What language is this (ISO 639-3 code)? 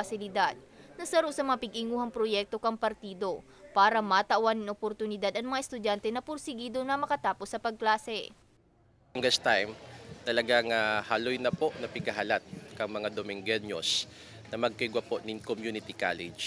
bik